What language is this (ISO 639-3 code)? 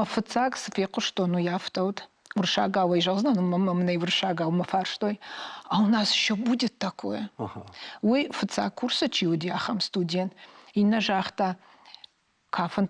oss